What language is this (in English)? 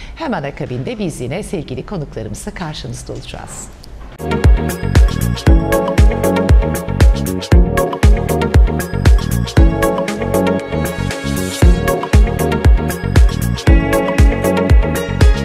Turkish